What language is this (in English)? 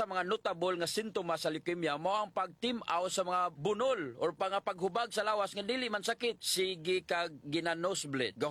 Cebuano